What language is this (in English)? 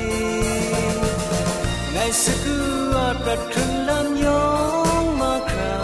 Thai